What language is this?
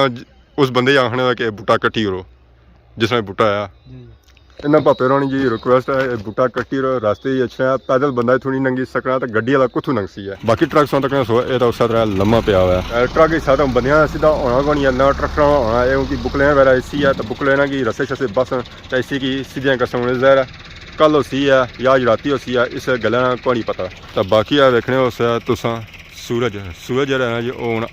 Pahari-Potwari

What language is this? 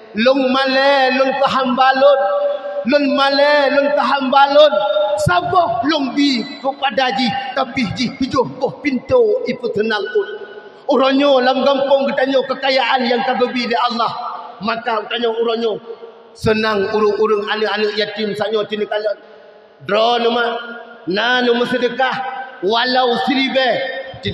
Achinese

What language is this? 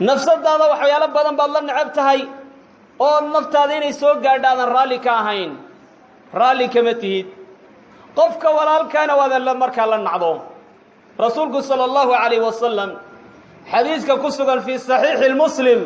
Somali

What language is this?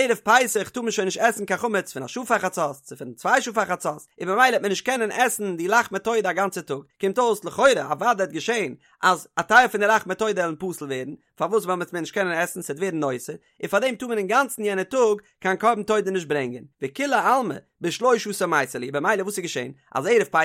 Yiddish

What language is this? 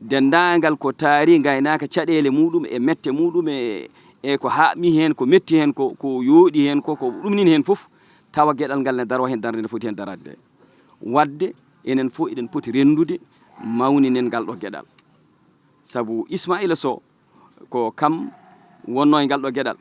Fula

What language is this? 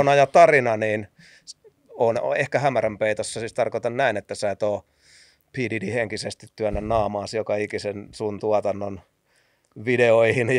Finnish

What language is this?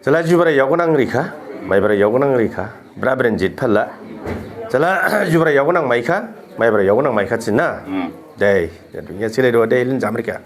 Dimasa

